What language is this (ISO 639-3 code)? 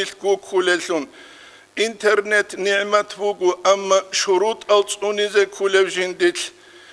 ava